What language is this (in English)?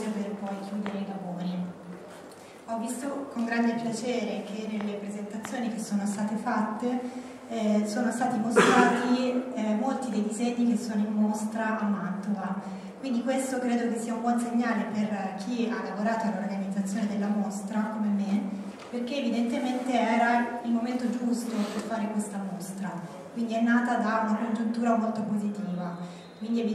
Italian